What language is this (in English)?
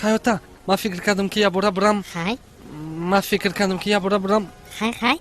Tajik